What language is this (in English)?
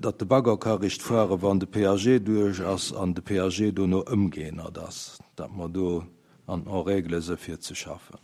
Luxembourgish